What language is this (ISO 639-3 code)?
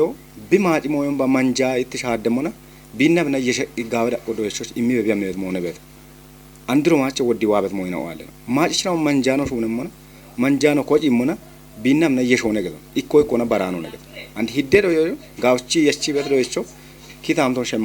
kbr